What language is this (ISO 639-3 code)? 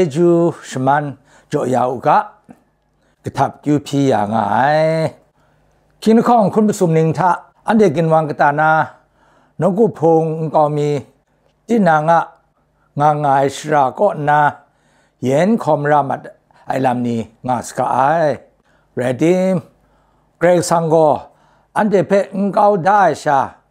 kac